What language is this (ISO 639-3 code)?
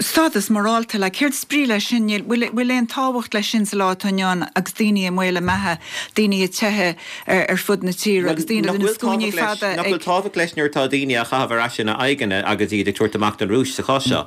gle